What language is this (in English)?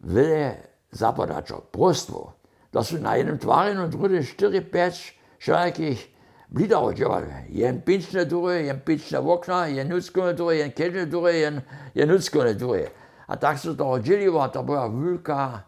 Upper Sorbian